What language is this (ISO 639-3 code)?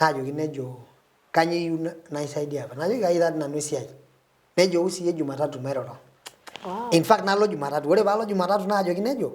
mas